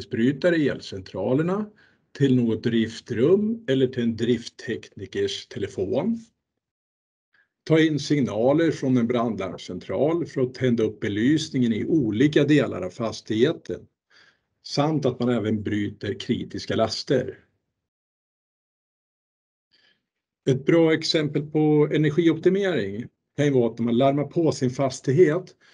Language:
Swedish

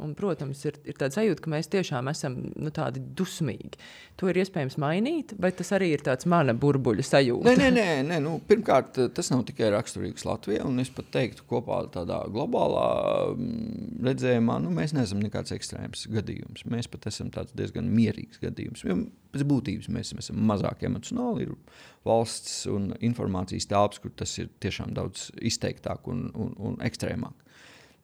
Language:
Latvian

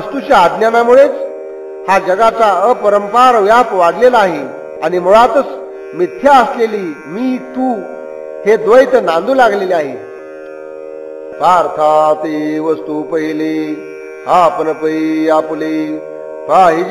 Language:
Marathi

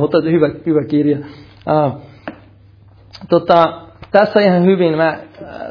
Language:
Finnish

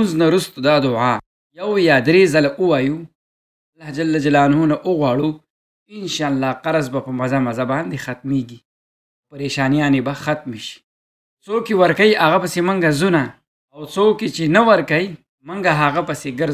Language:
Pashto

